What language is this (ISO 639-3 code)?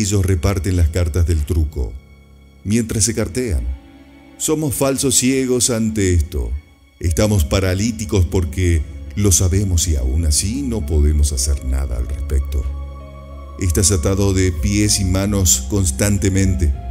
spa